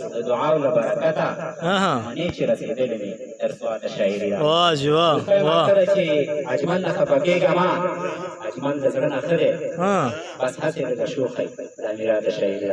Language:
Pashto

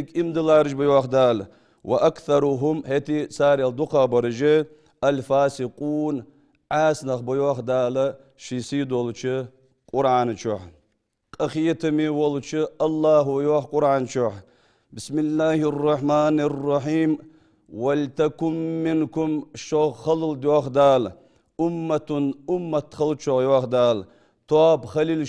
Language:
Ingush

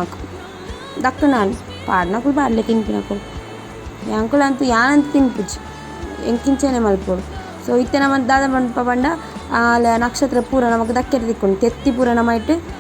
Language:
Tulu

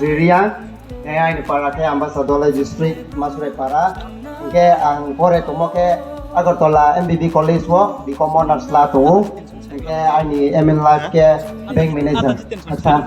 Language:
Riang (India)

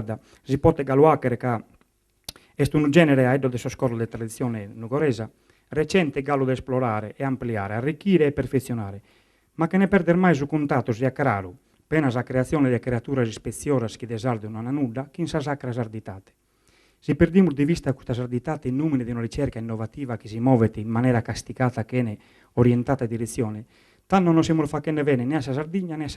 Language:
Sardinian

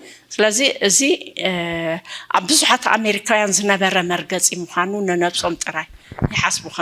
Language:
Tigrinya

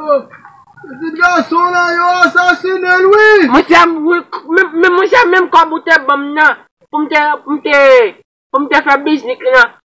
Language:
Haitian Creole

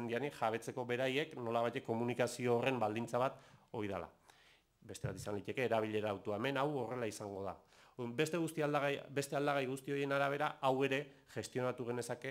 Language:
Basque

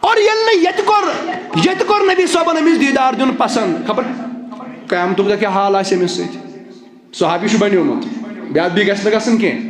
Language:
Kashmiri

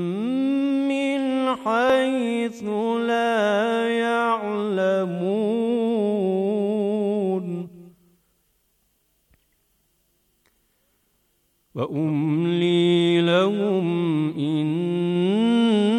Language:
Bosnian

